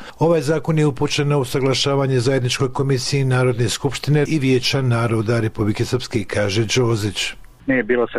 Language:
Croatian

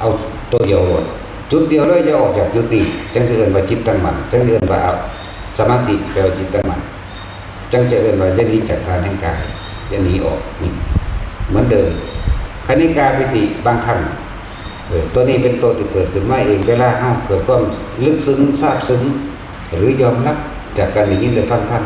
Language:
Northeastern Thai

